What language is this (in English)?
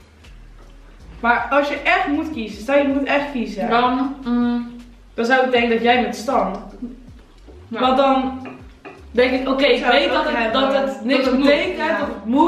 Dutch